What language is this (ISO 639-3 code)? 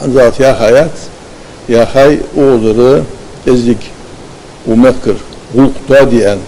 inh